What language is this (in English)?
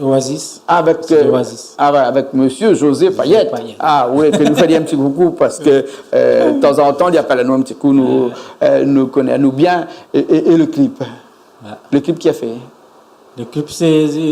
Réunion Creole French